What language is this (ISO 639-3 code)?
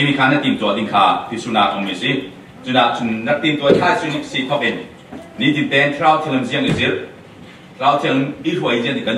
cfm